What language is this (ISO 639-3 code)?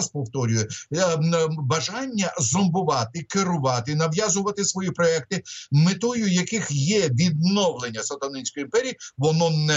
ukr